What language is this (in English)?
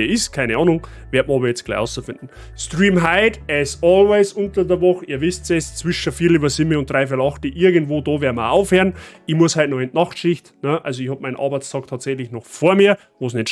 Bavarian